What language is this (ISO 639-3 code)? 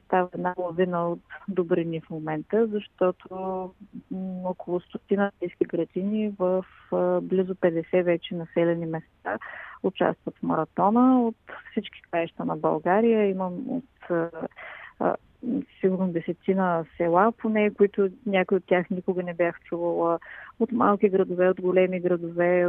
bul